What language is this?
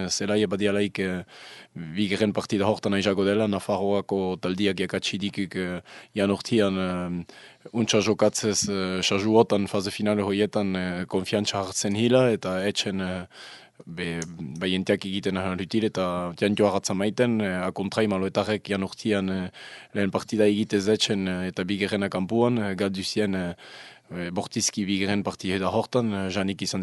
Basque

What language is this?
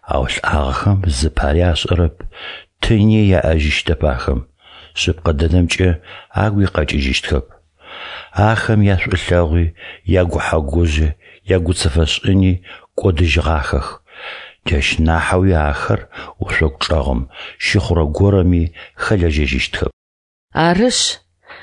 Adyghe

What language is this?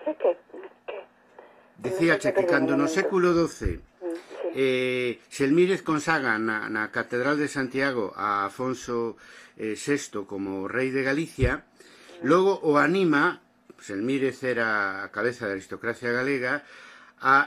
Galician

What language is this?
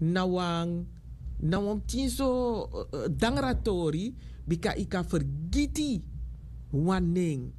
Sranan Tongo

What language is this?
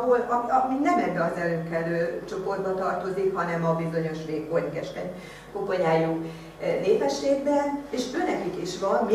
Hungarian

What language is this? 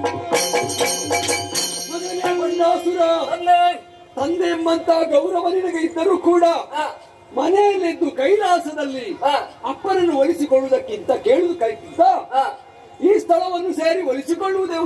Kannada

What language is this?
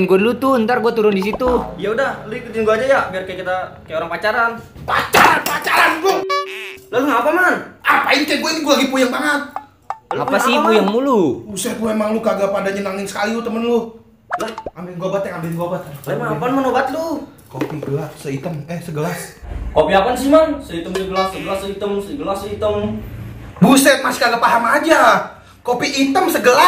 Betawi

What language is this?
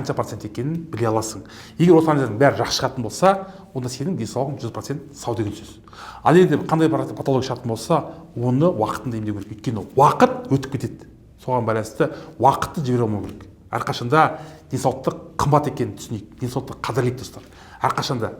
Kazakh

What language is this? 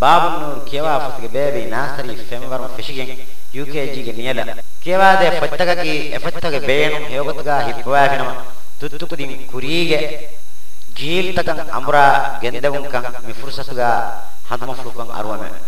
Divehi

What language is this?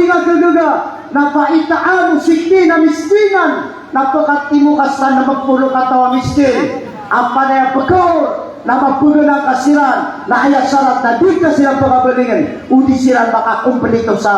Maranao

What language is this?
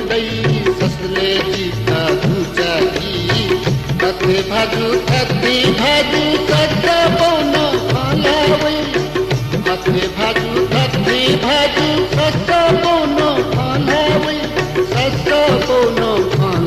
Newari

